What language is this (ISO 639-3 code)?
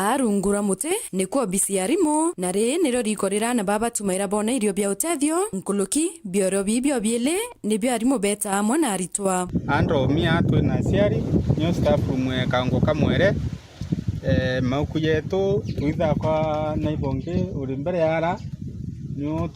mer